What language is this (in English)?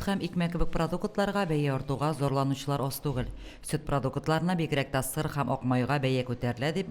Tatar